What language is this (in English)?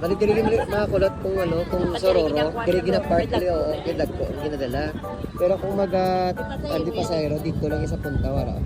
Hiligaynon